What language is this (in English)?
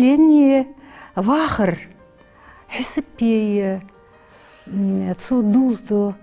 Ingush